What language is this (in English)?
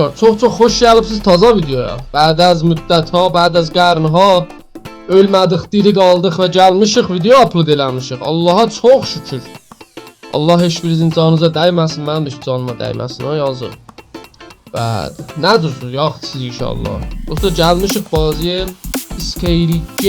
South Azerbaijani